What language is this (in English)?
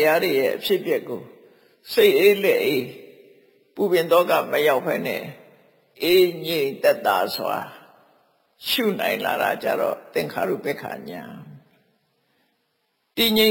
Burmese